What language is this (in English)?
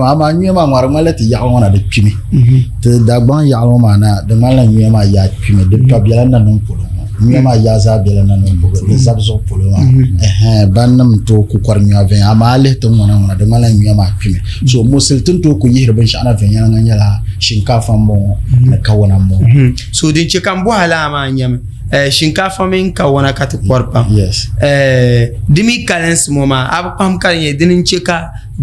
Dagbani